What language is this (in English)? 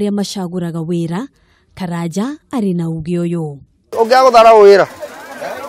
Kikuyu